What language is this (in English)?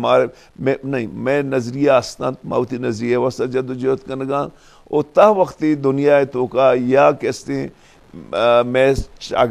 Baluchi